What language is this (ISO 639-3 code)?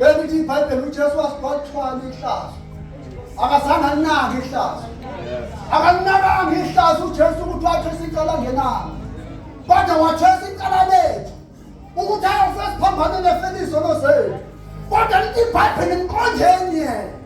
zul